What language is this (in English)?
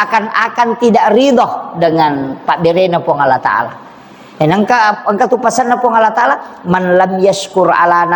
Buginese